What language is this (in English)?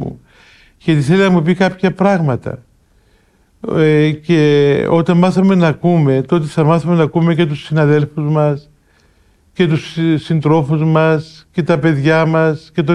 Greek